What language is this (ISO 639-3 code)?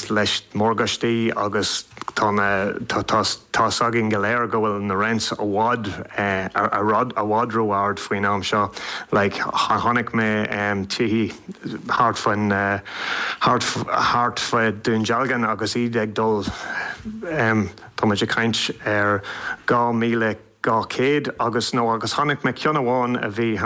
gle